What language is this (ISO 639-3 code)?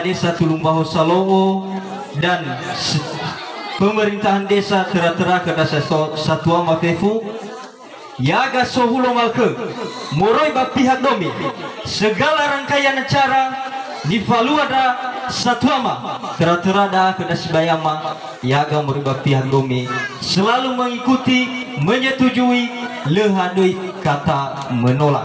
nia